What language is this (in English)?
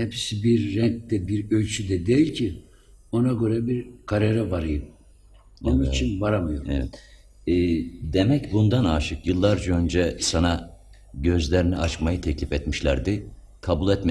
Turkish